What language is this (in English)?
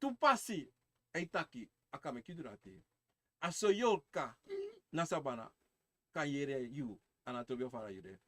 Sranan Tongo